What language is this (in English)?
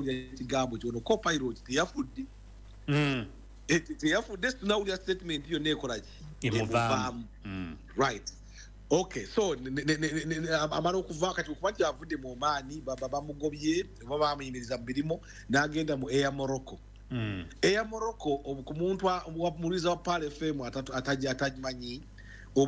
Ganda